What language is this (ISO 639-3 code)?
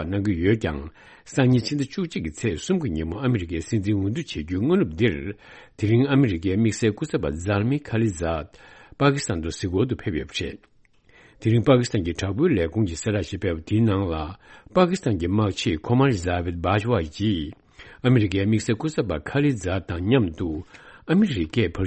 bod